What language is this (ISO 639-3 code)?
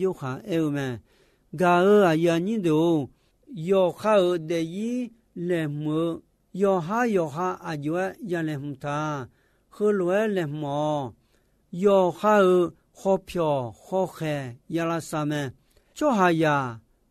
ahk